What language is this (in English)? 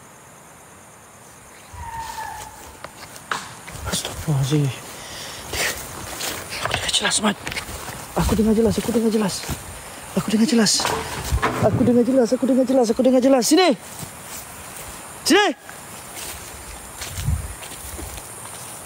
Malay